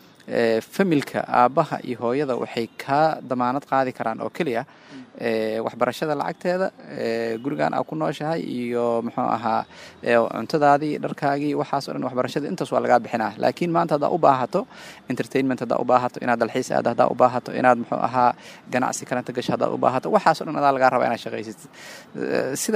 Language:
Somali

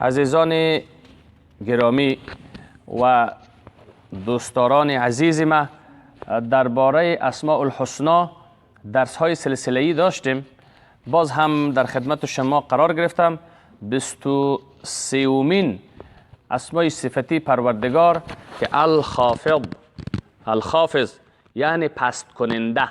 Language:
Persian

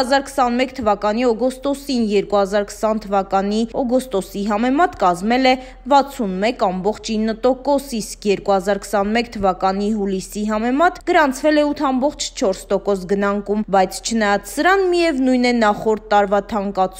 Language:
Armenian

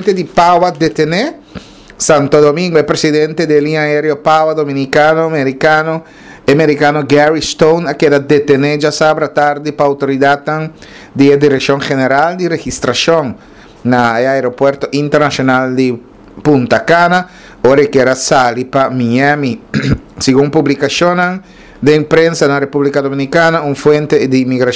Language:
Papiamento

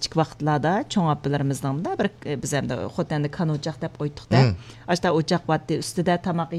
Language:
Uyghur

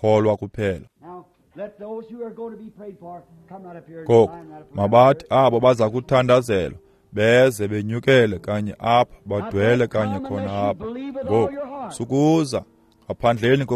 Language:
Xhosa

